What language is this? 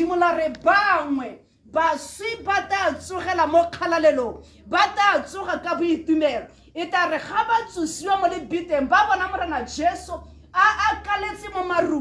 Tswana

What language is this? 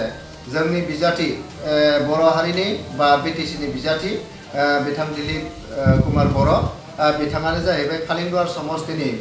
Bodo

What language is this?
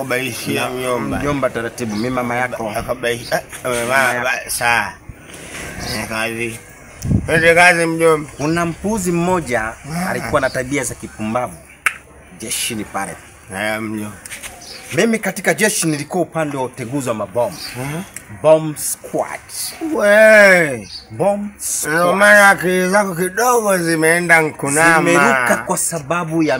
Swahili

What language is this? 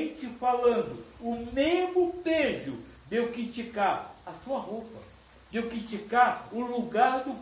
Portuguese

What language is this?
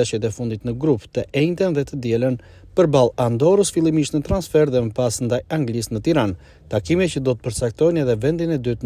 Albanian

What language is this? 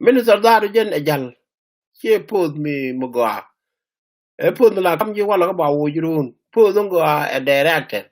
Nuer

